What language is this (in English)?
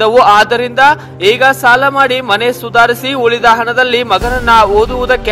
Kannada